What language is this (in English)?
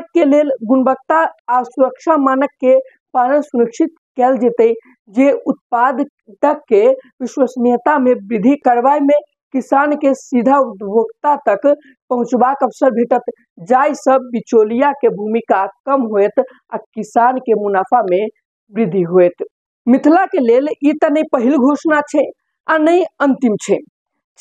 Maithili